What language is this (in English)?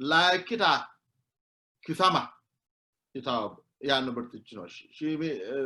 Sidamo